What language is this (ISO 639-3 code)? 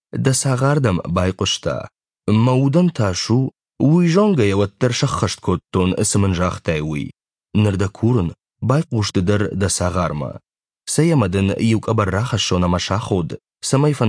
oss